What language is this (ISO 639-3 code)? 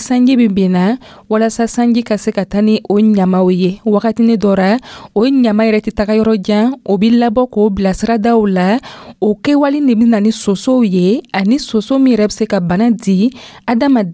dyu